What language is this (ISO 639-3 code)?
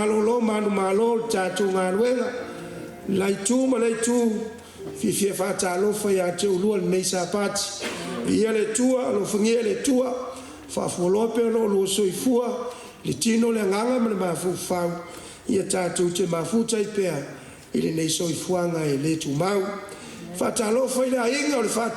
smo